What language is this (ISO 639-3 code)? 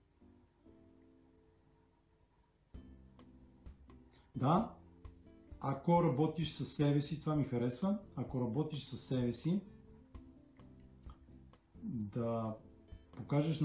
bul